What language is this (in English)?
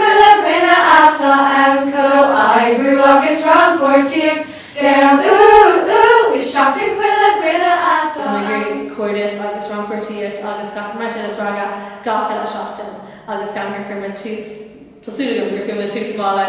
Irish